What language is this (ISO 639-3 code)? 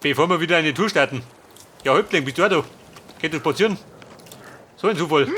bar